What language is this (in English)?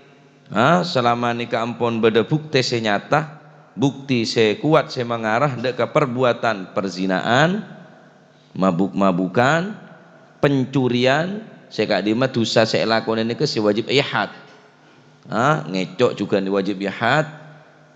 Madurese